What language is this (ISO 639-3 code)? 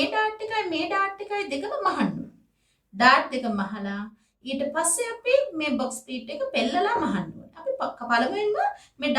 sin